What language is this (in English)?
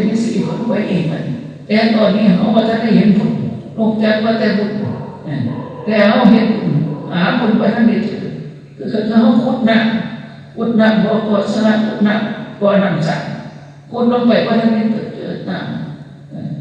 Northeastern Thai